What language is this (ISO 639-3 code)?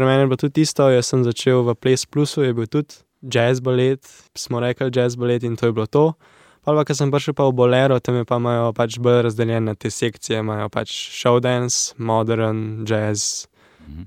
slv